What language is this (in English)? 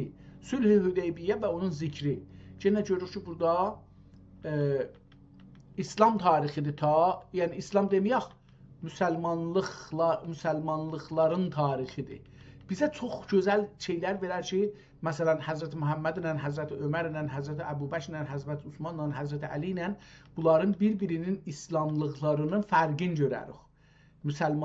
South Azerbaijani